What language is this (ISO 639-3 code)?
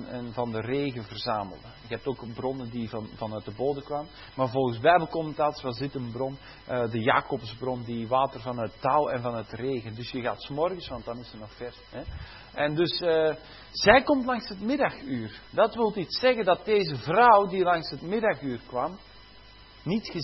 nld